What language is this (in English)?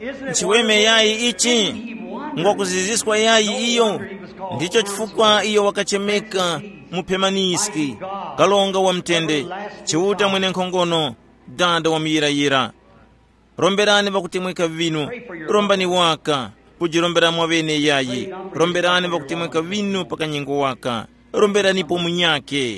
Tumbuka